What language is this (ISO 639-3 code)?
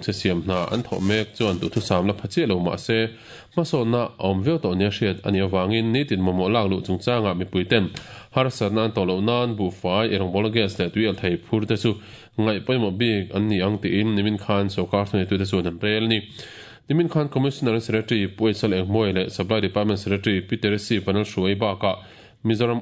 lus